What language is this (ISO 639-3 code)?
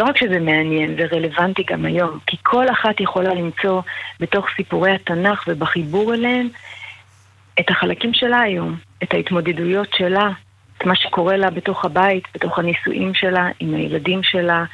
heb